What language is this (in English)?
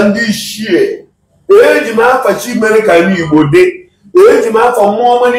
Igbo